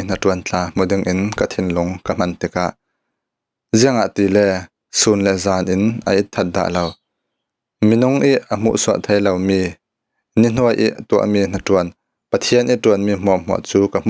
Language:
Falam Chin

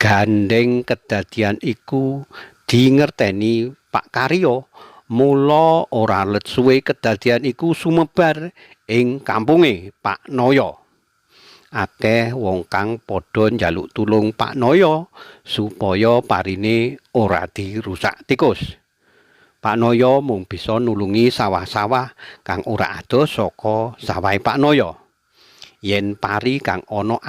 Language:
Javanese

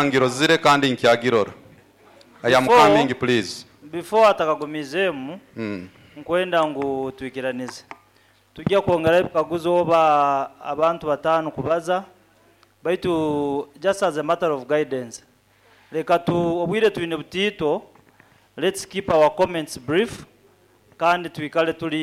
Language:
Nyoro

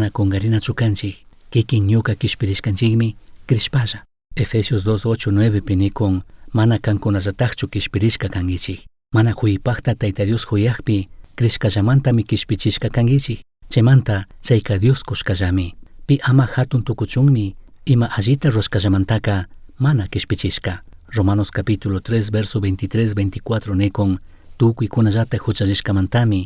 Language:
Chimborazo Highland Quichua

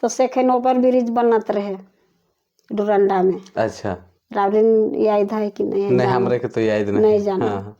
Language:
Sadri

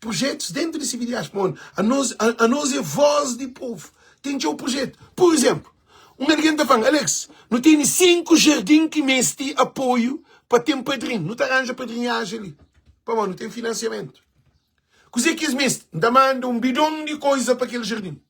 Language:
Kabuverdianu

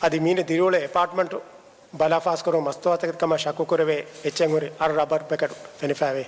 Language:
Divehi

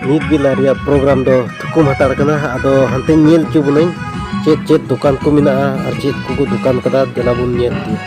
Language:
Santali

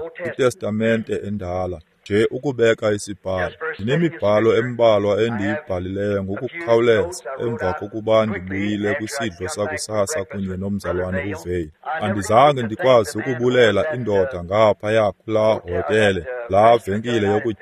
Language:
Xhosa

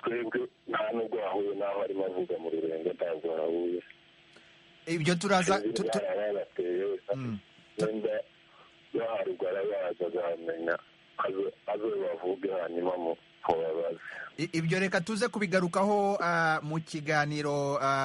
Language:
Kinyarwanda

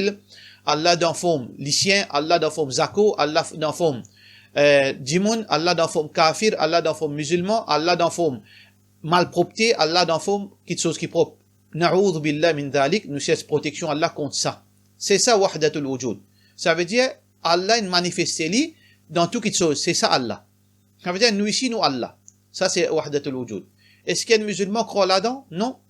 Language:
Morisyen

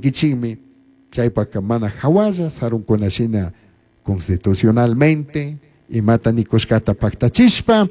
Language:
Chimborazo Highland Quichua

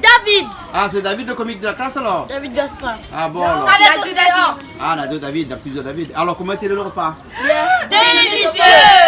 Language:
Réunion Creole French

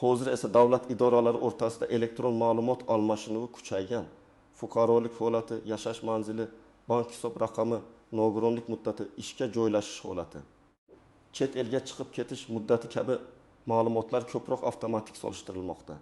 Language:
Uzbek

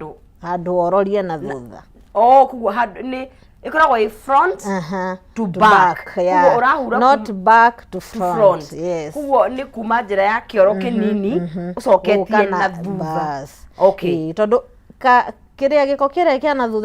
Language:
Kikuyu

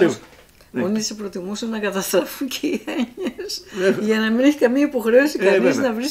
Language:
Greek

